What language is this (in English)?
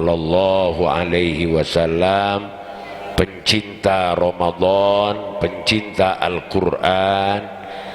Madurese